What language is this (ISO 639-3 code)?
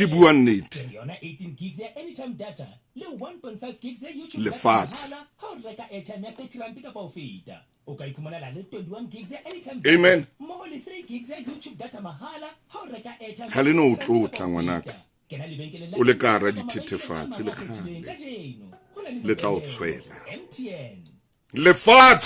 sot